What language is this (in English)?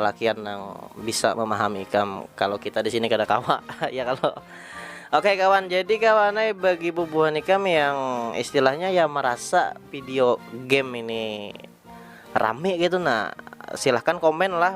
Banjar